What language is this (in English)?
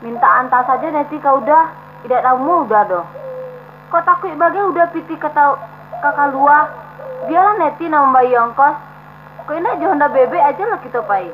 Minangkabau